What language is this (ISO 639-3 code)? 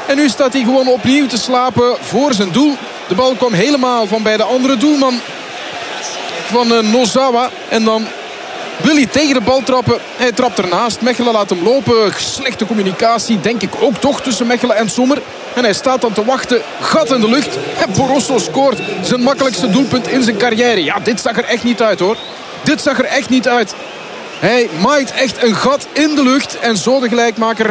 nld